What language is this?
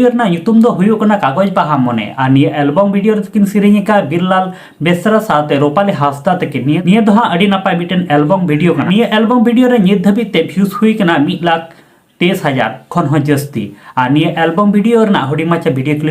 Santali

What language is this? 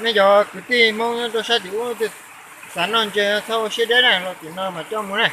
Hmong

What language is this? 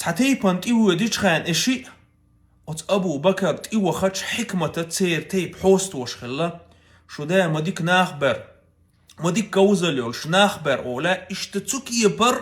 Chechen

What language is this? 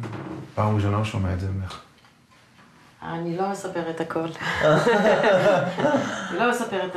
Hebrew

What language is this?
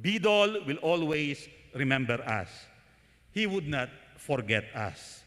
Pampanga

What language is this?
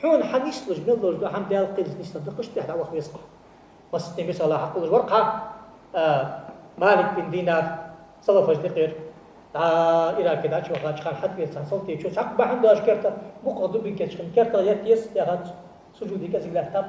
Ingush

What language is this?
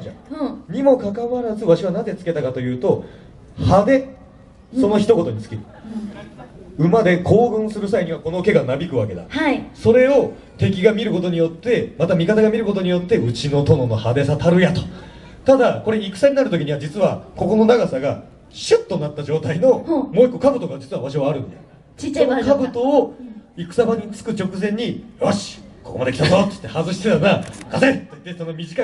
Japanese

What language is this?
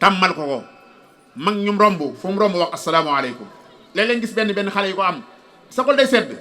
Wolof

